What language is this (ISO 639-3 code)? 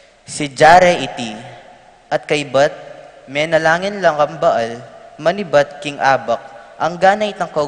pam